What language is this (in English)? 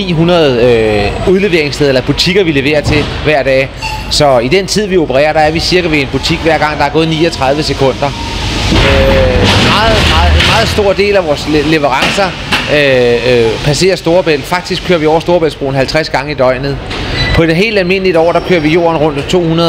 Danish